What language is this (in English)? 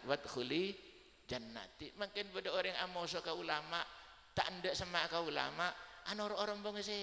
Madurese